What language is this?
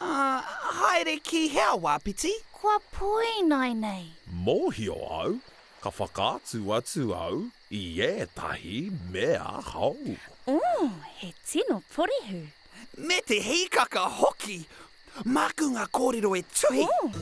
Māori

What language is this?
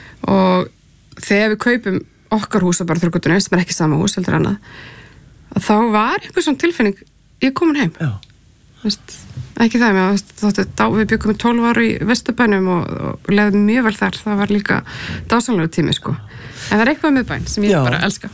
Icelandic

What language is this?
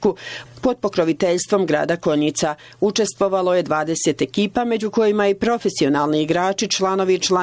Bosnian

